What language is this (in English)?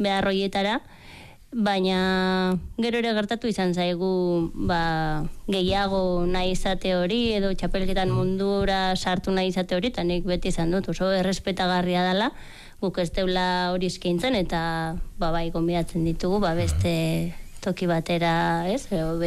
Basque